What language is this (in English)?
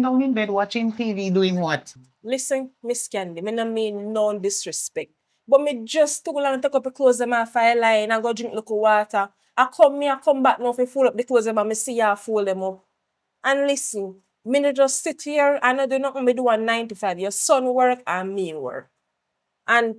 Jamaican Creole English